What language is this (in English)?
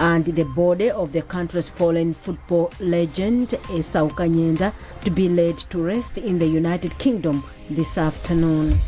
English